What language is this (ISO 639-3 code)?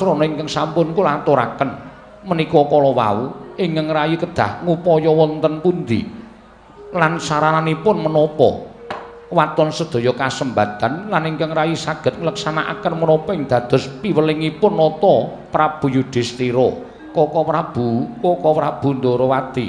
jav